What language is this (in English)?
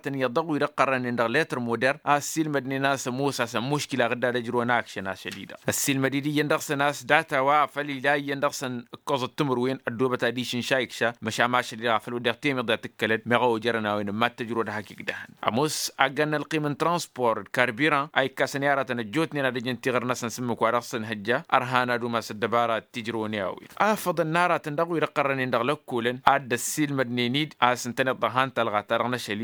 Tamasheq